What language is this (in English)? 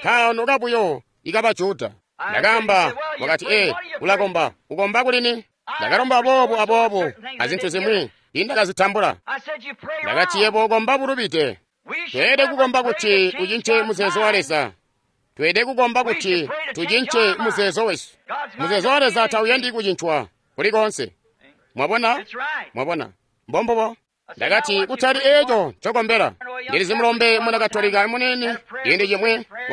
Tonga (Zambia)